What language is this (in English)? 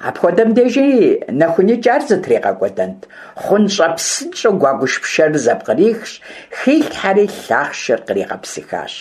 Kabardian